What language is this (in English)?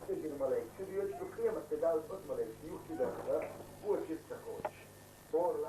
Chechen